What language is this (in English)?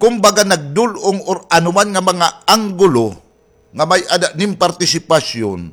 Waray